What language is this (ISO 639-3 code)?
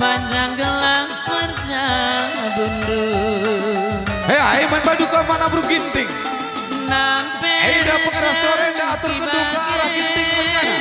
btx